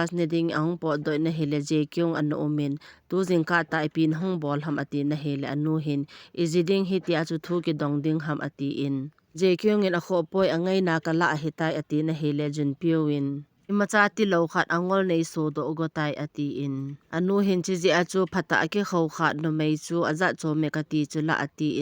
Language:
Thado Chin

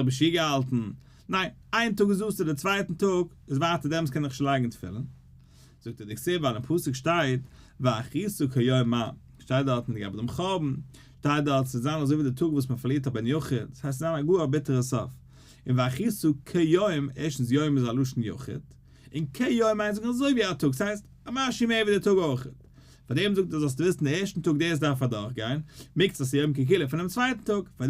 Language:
Yiddish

